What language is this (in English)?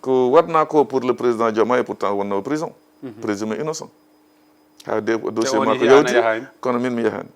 Fula